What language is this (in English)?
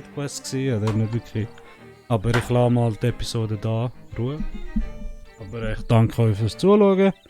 Swiss German